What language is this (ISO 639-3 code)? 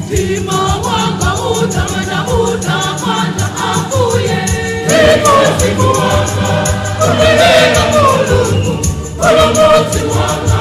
nya